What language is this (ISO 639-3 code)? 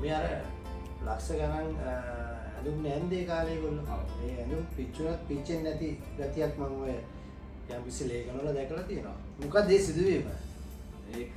sin